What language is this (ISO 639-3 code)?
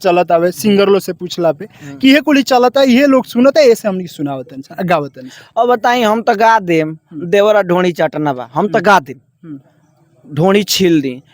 bho